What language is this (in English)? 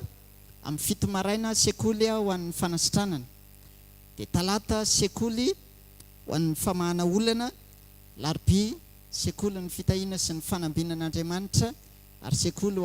Malagasy